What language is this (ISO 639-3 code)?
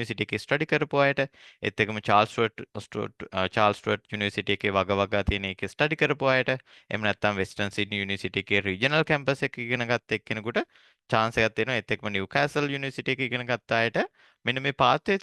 sin